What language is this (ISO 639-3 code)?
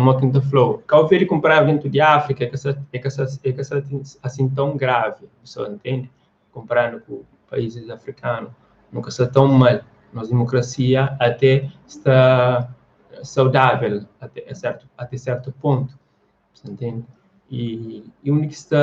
kea